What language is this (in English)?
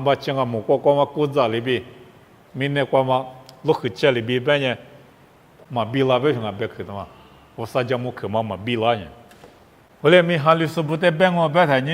Lisu